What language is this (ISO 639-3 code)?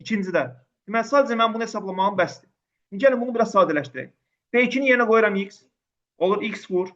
aze